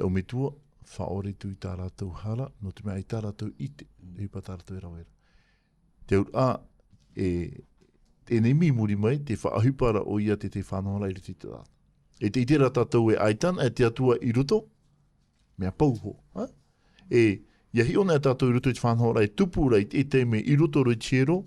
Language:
Tahitian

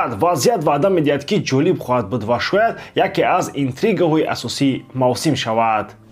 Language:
Tajik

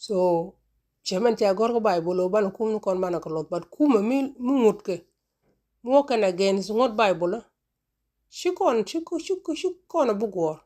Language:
Nuer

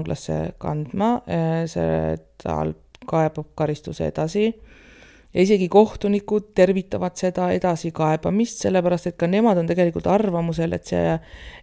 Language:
Estonian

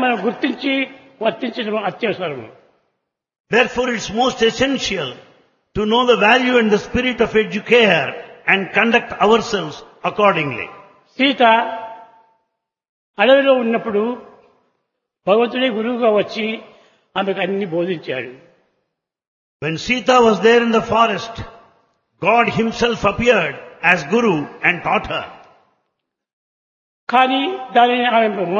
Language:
Telugu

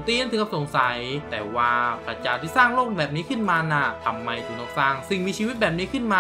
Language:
Thai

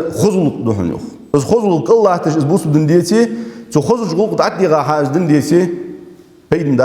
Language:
Ingush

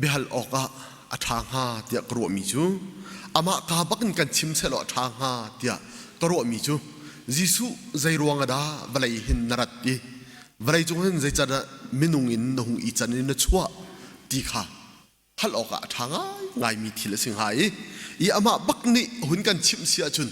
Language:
Hakha Chin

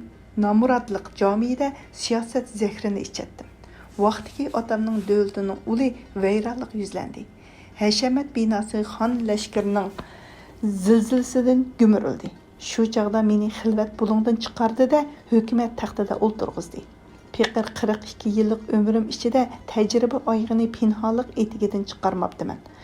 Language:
Uyghur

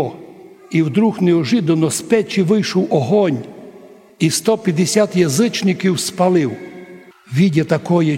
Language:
Rusyn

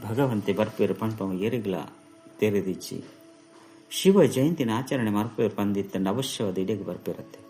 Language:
Tulu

